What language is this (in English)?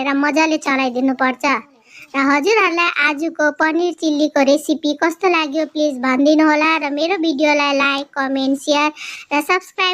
Nepali